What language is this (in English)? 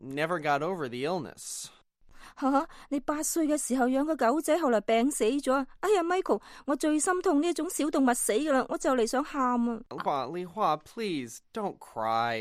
Cantonese